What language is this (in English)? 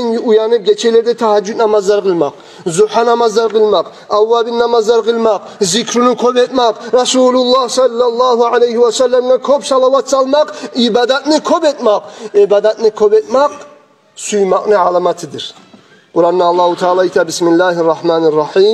Kumyk